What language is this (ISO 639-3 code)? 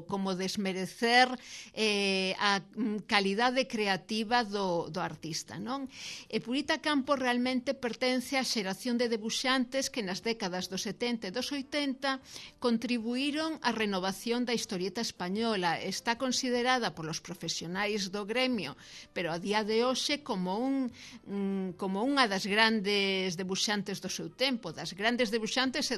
glg